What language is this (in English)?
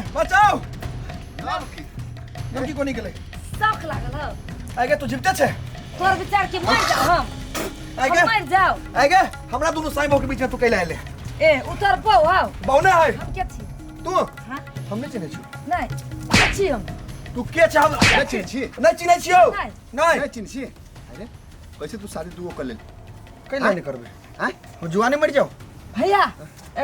Maithili